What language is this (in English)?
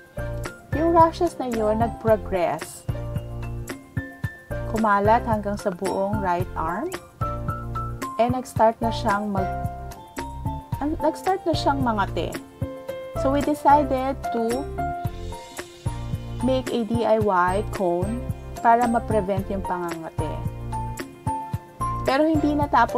Filipino